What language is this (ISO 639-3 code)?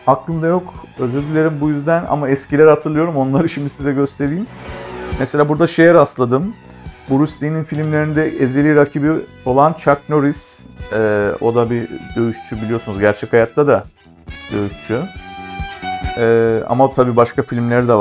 tur